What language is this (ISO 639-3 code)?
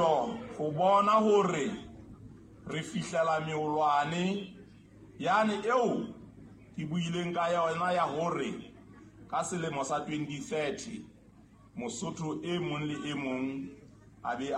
sot